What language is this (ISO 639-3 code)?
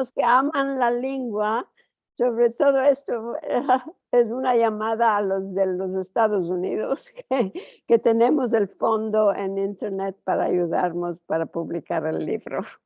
lad